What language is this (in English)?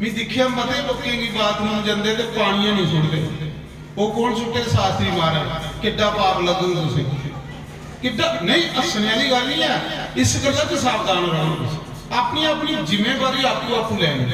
Dogri